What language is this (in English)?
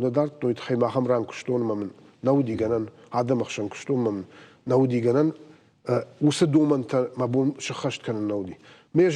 Ossetic